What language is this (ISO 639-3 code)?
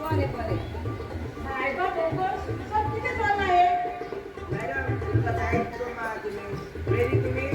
kok